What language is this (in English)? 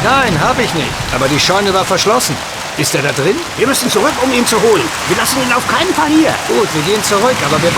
Bavarian